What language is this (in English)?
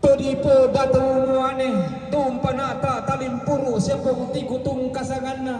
Toraja-Sa'dan